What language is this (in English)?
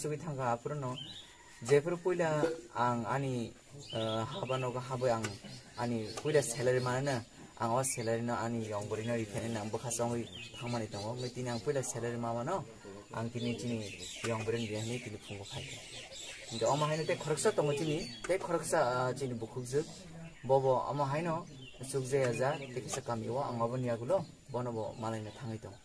Kok Borok